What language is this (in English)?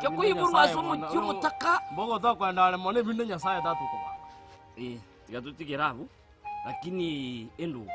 Gusii